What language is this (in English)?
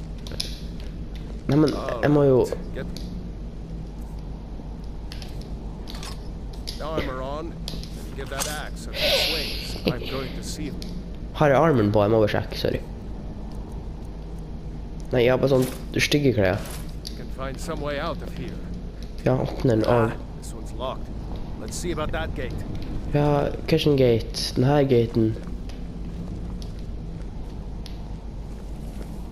Norwegian